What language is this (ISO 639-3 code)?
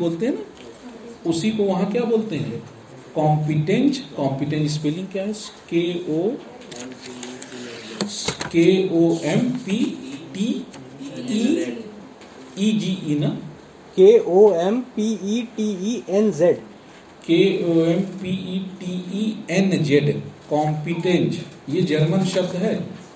hin